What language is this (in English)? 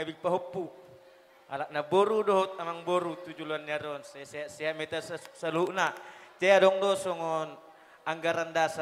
Batak Toba